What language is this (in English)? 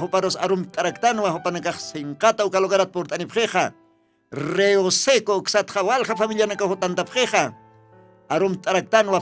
Aymara